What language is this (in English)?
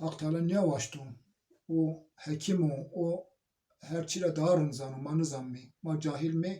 Zaza